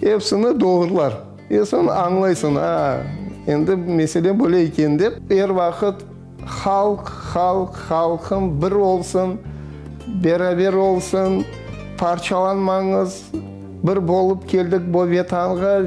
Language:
Crimean Tatar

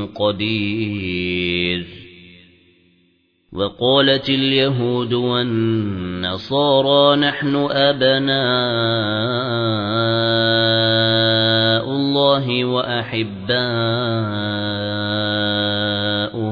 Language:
Arabic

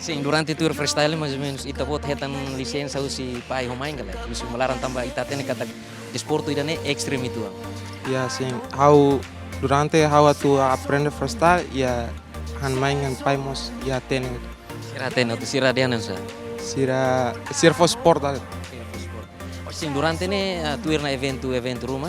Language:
Tetum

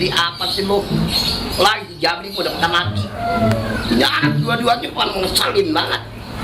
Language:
Betawi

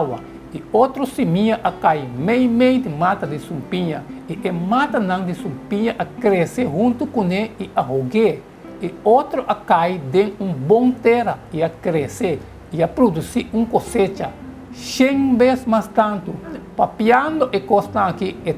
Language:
Papiamento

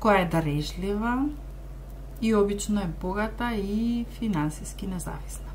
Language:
Macedonian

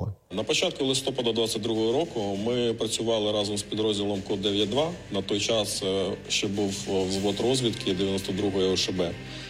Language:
Ukrainian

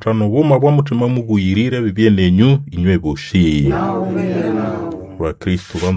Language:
Nande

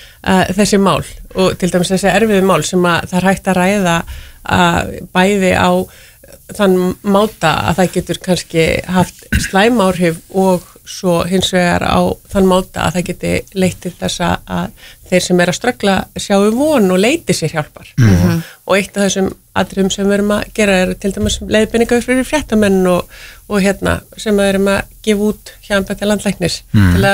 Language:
Icelandic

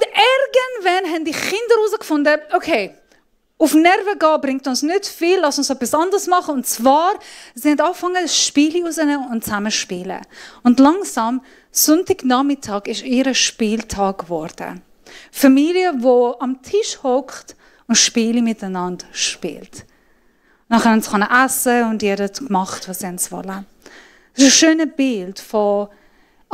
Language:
Swiss German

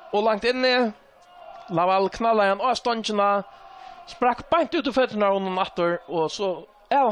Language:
Faroese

